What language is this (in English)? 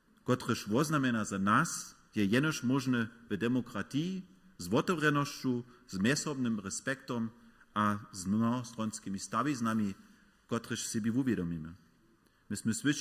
Upper Sorbian